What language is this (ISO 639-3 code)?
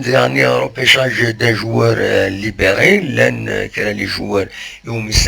kab